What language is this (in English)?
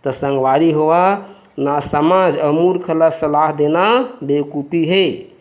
Chhattisgarhi